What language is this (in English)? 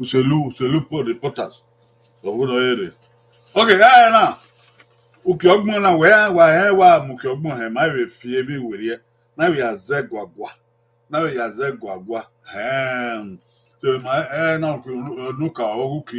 Bini